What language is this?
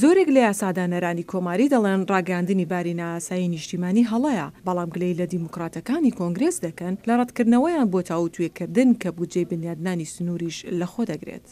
Central Kurdish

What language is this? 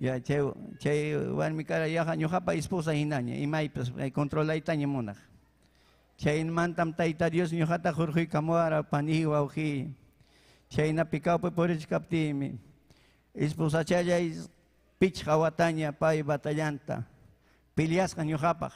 Ayacucho Quechua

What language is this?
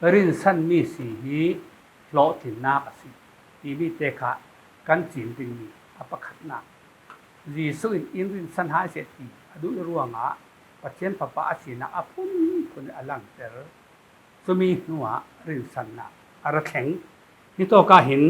Falam Chin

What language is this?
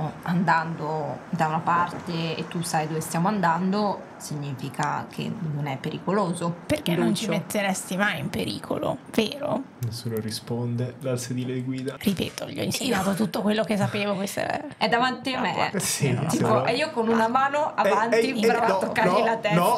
Italian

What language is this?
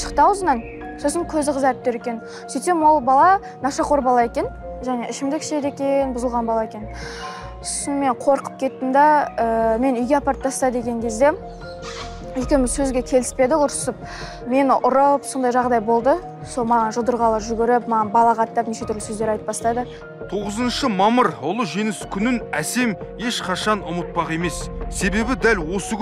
Kazakh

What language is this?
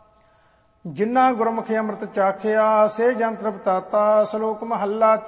Punjabi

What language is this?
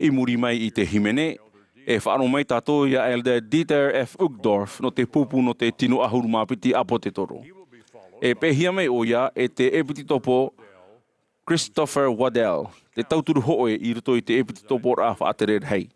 Tahitian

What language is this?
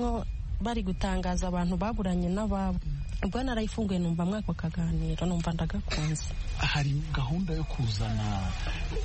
Kinyarwanda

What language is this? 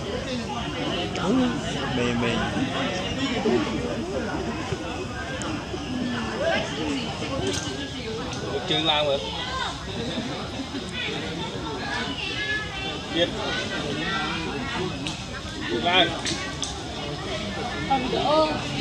Vietnamese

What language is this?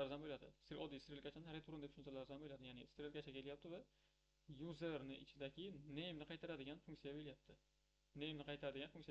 Uzbek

